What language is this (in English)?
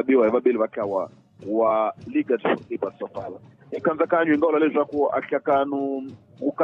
Tsonga